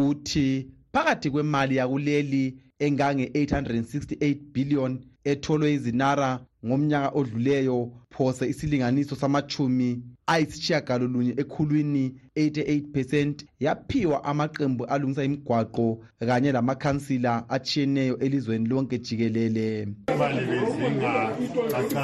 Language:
North Ndebele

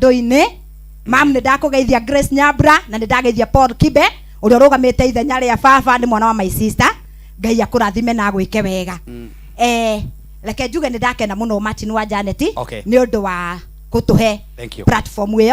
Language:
Kikuyu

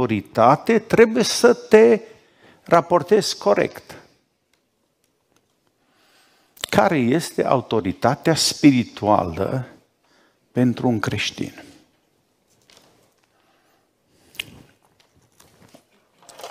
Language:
Romanian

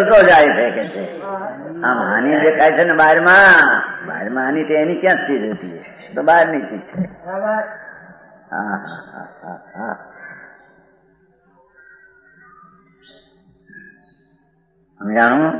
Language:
Gujarati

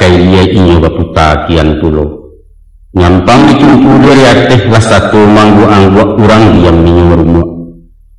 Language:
Minangkabau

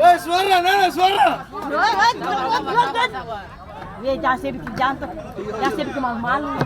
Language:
Ambonese Malay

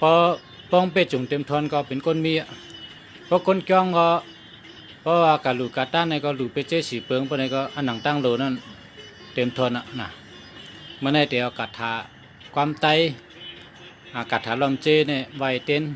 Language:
Shan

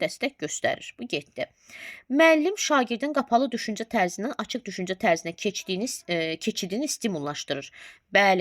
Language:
Azerbaijani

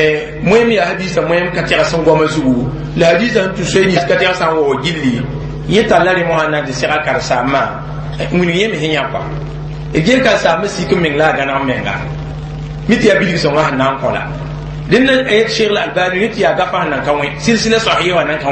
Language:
Mossi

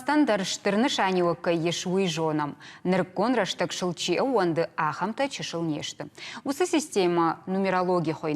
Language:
Ossetic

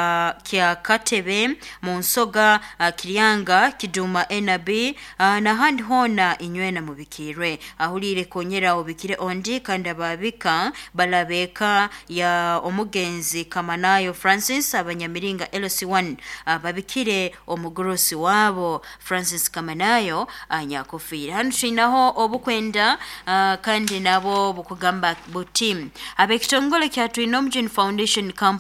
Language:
Nyoro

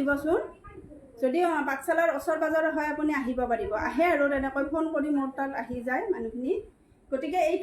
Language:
Assamese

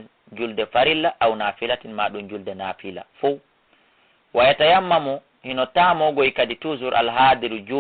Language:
Fula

